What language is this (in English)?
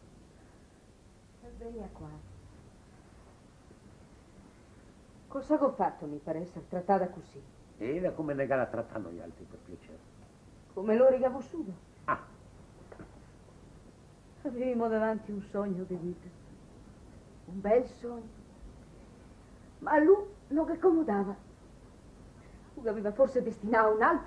Italian